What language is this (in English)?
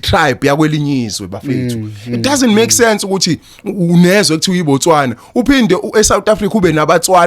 Zulu